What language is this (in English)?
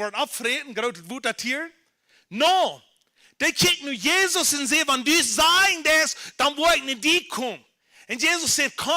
Plautdietsch